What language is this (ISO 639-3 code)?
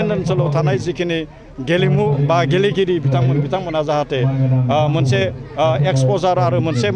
brx